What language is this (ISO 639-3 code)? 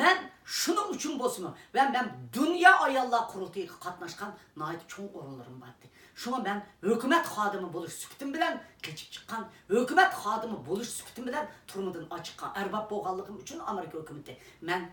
uig